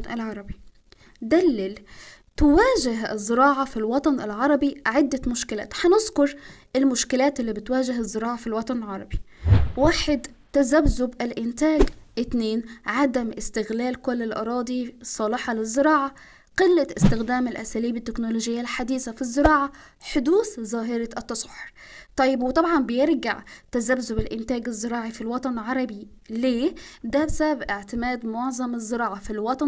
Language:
Egyptian Arabic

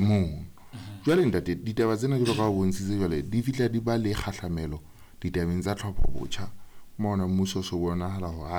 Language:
Southern Sotho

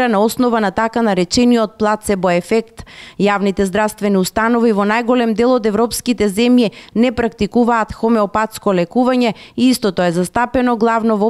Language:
Macedonian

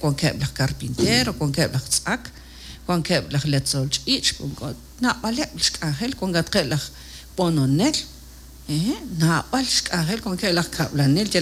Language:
Kekchí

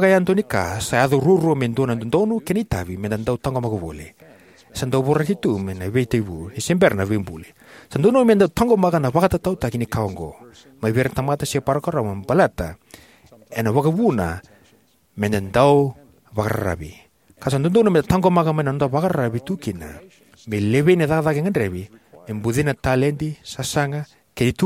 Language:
Fijian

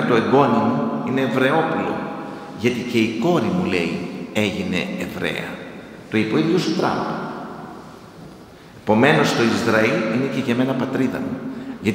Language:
Greek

